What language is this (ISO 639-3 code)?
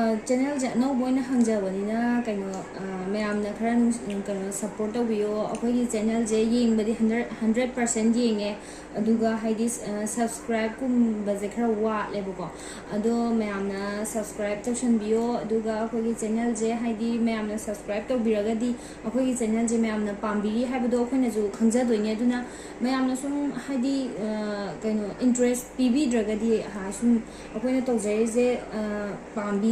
mni